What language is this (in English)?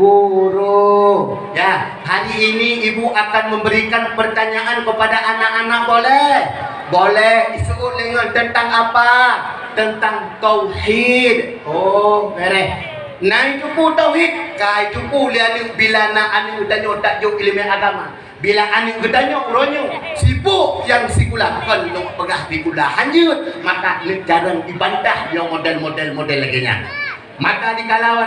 Achinese